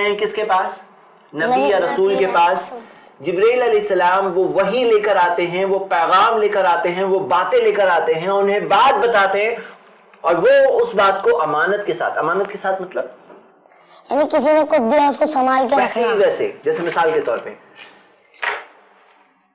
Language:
Urdu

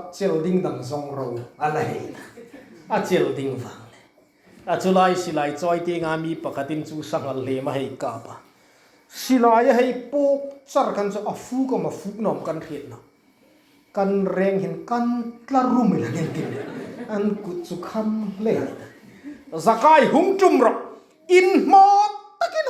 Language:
Hmar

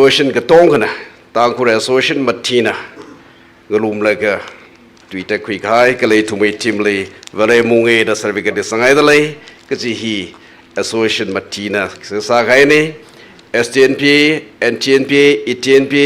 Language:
Tangkhul Naga (India)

